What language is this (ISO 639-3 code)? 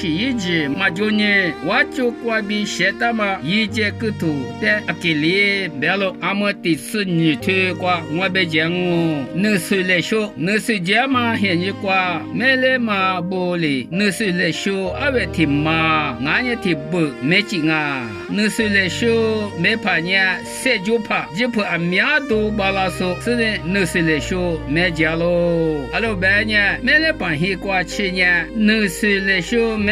lis